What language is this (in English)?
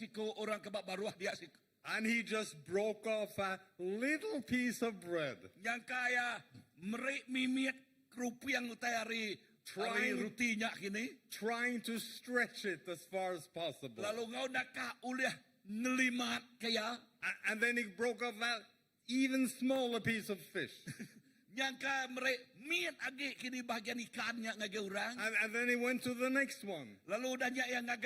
Iban